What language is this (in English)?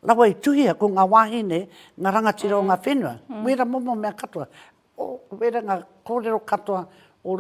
Māori